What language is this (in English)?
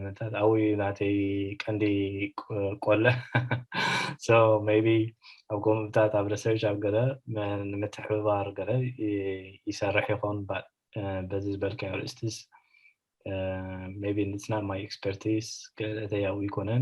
Tigrinya